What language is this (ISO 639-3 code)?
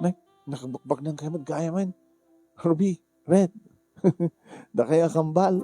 ilo